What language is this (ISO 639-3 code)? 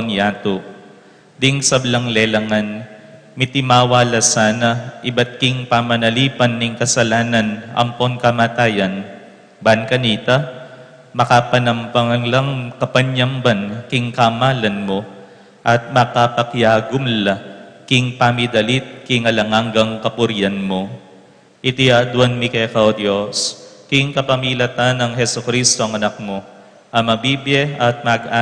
pam